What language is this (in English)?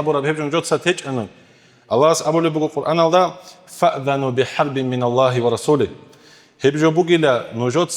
Avaric